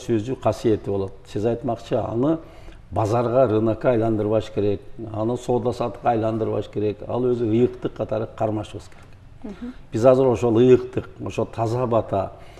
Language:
Kyrgyz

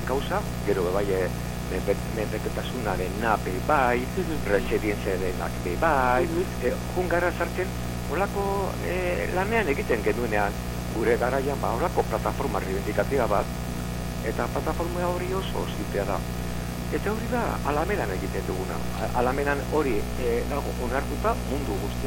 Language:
Basque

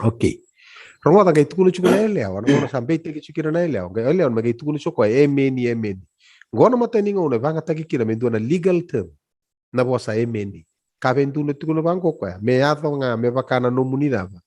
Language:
Fijian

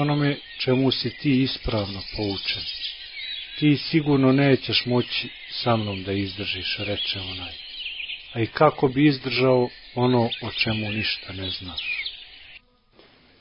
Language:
Bosnian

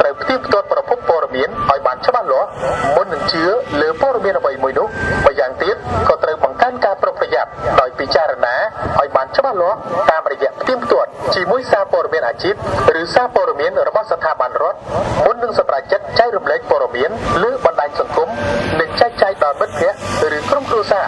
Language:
Khmer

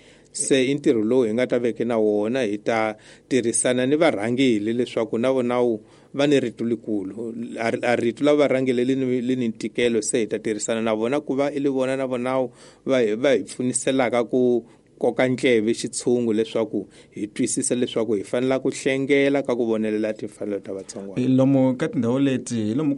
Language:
Tsonga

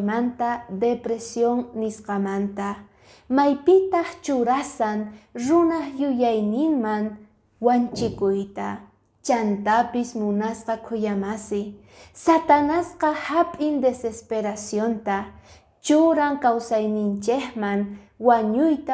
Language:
Quechua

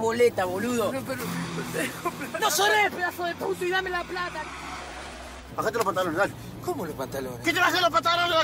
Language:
Spanish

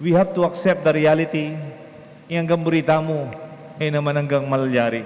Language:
Pampanga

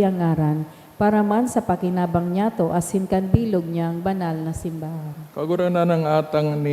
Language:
Bikol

